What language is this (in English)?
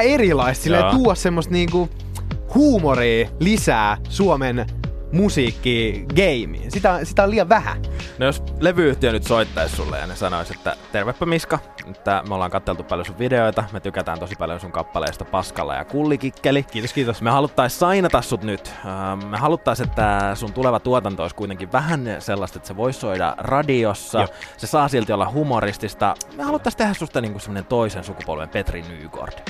Finnish